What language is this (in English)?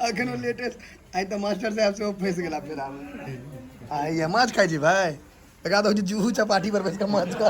Maithili